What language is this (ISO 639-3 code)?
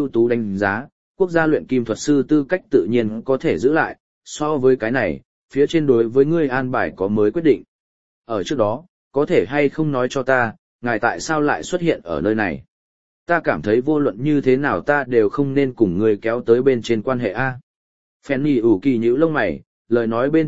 vie